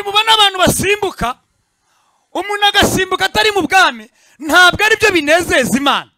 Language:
Kinyarwanda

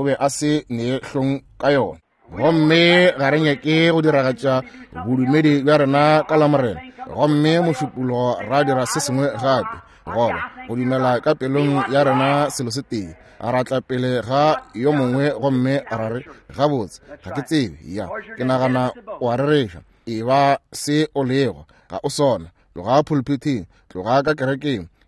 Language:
Northern Sotho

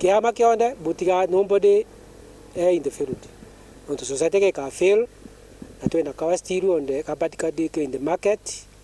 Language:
Meru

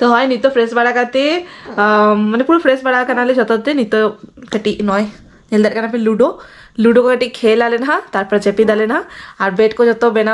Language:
Santali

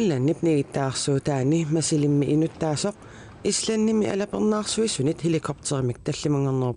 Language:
Kalaallisut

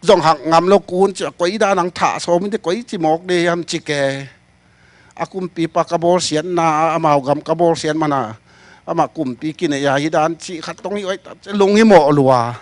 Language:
Tedim Chin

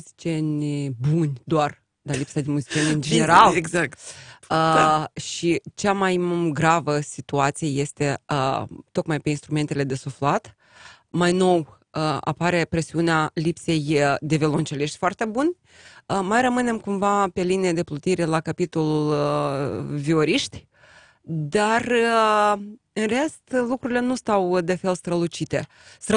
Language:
Romanian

